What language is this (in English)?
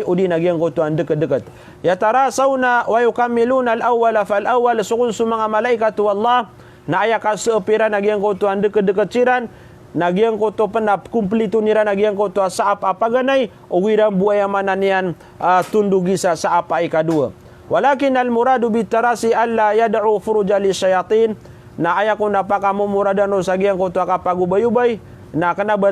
Maranao